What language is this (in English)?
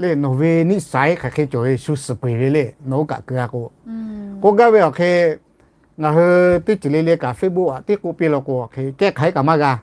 Lahu